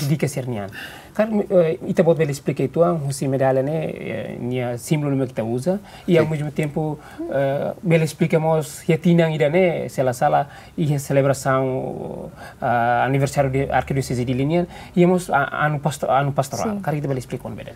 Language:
Tetum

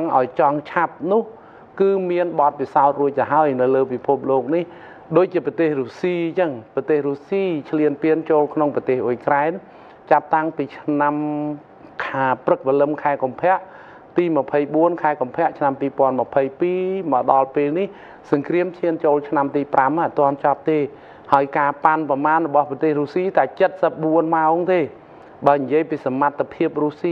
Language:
Khmer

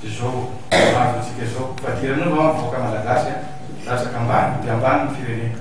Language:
Malagasy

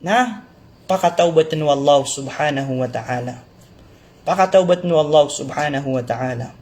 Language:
Maranao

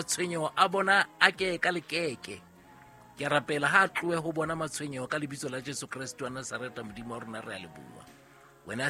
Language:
Southern Sotho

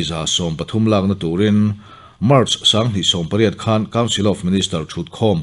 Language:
Mizo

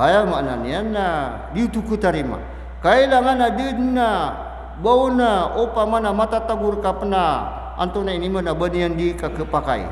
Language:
Maranao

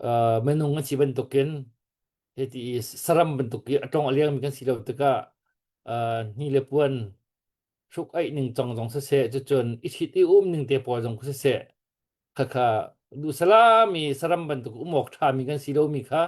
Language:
Hakha Chin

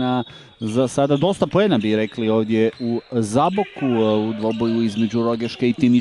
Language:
Croatian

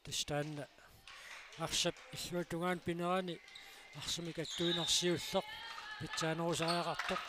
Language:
Kalaallisut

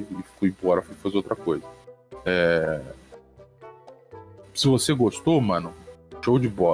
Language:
Portuguese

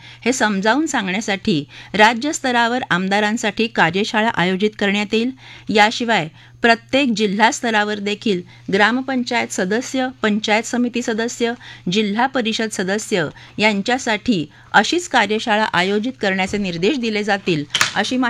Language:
Marathi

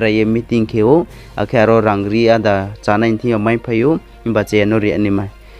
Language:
Riang (India)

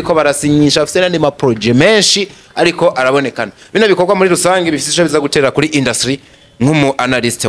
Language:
Rundi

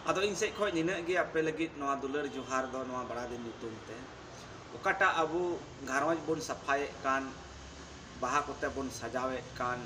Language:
Santali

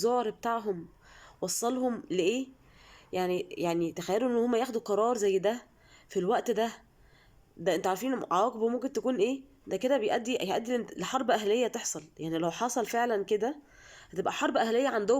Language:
Egyptian Arabic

